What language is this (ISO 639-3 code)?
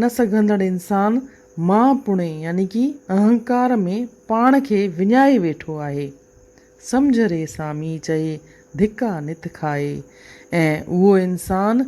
snd